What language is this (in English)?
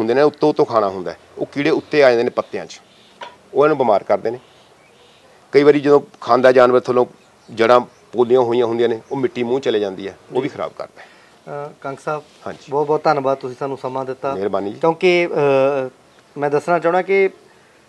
Punjabi